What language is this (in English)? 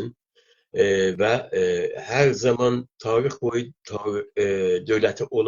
South Azerbaijani